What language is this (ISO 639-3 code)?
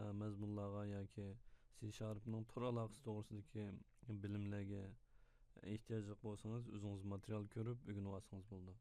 uig